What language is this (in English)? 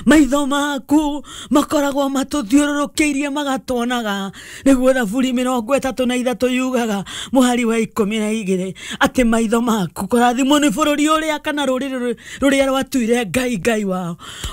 Kikuyu